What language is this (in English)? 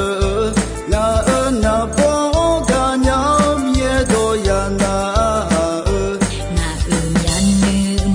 Akha